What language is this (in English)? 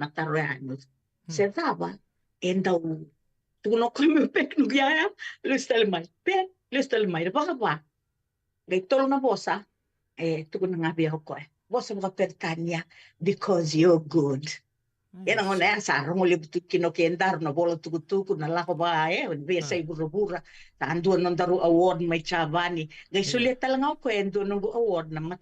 Fijian